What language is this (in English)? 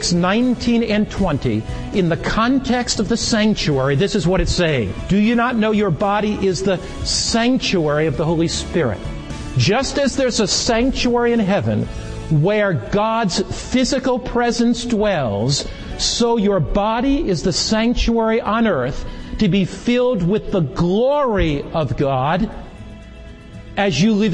English